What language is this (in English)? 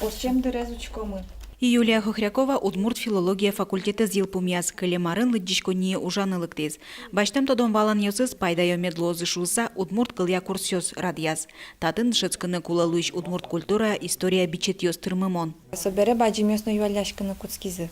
Udmurt